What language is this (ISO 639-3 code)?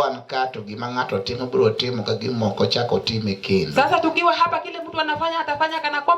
luo